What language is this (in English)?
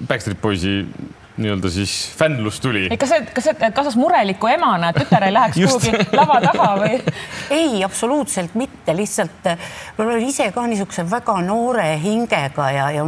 Estonian